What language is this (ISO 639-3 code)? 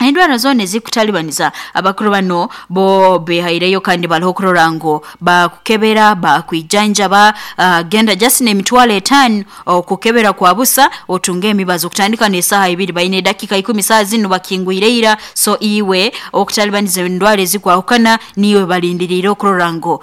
nyn